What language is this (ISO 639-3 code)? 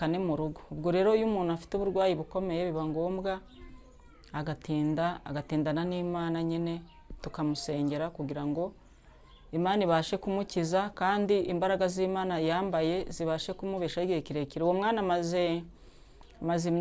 kin